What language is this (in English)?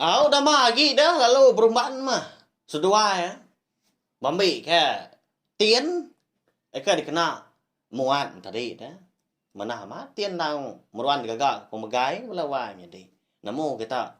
Iban